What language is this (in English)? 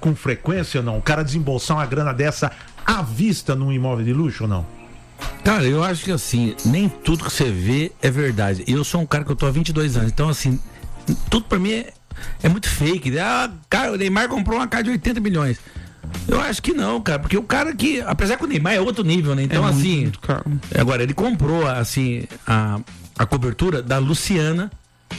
Portuguese